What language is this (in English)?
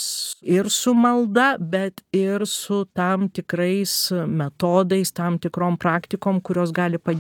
Lithuanian